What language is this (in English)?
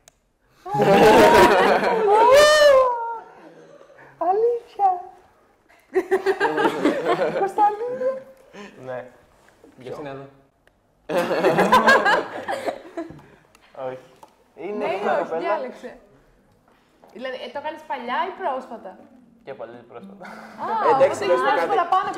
Greek